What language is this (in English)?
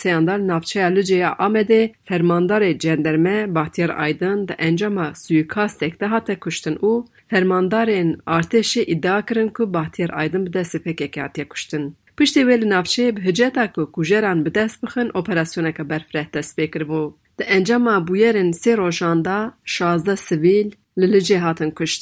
Kurdish